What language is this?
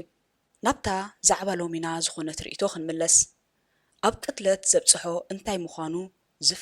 Tigrinya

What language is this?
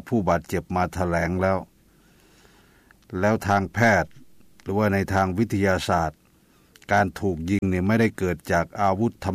Thai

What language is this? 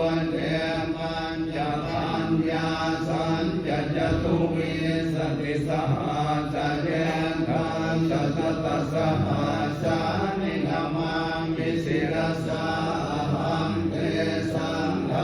Pali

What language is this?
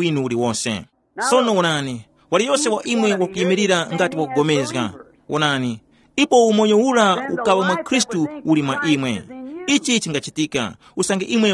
Tumbuka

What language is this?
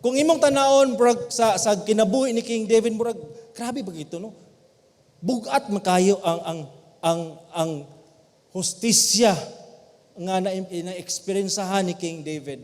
Cebuano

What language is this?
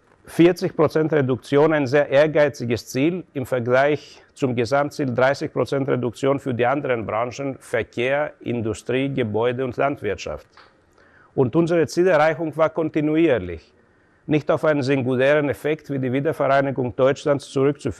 German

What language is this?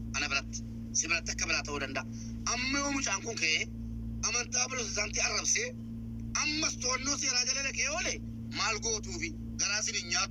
Oromo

